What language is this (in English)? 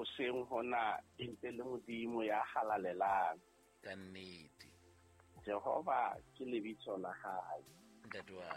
Southern Sotho